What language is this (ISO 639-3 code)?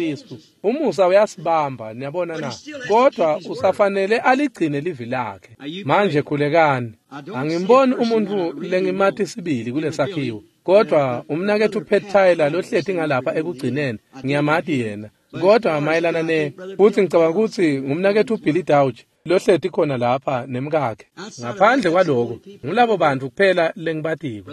ssw